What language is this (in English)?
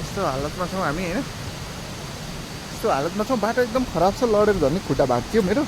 Nepali